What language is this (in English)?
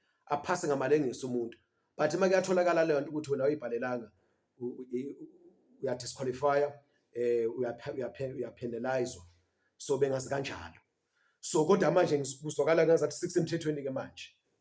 Zulu